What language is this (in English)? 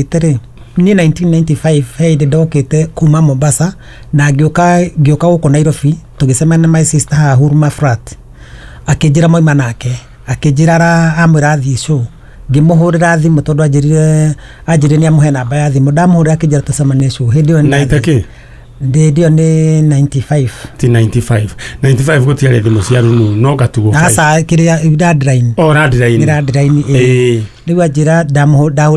Kikuyu